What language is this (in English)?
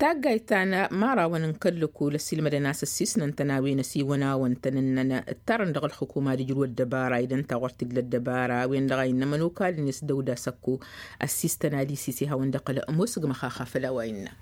Tamasheq